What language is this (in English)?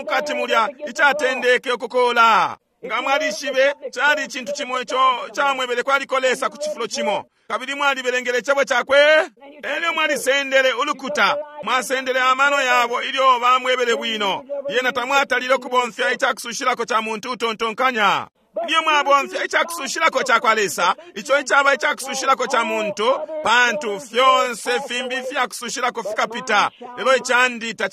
Bemba